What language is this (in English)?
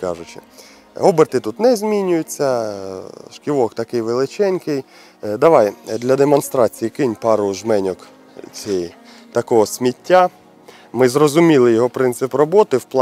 Ukrainian